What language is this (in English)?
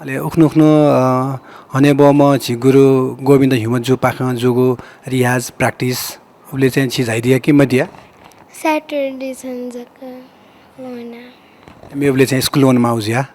Newari